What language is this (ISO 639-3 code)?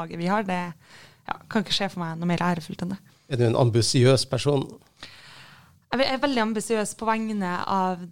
nor